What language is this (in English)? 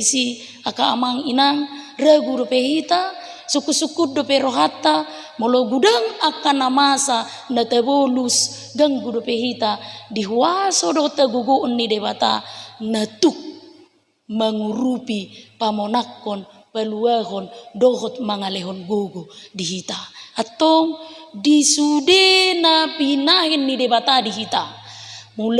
Batak Toba